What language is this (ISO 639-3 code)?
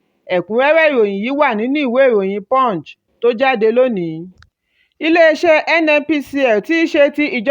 yor